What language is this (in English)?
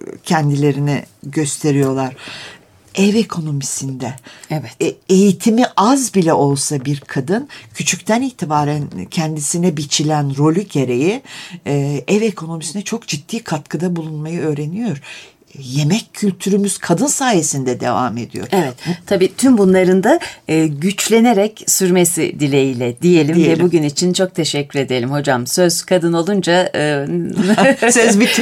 Turkish